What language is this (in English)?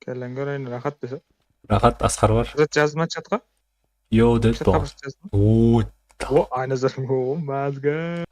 Kara-Kalpak